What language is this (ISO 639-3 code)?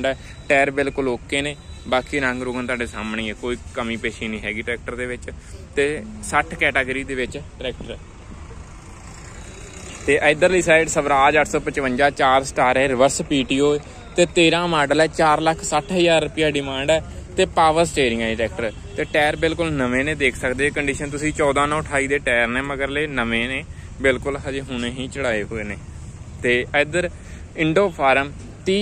pan